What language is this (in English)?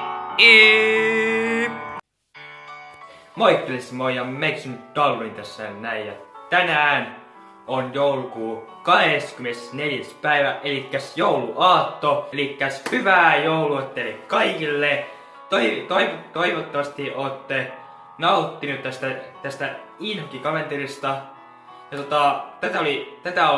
Finnish